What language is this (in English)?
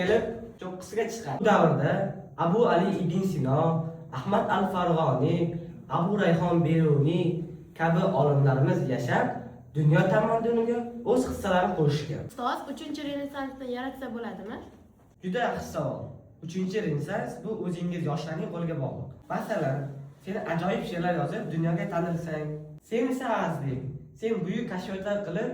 Uzbek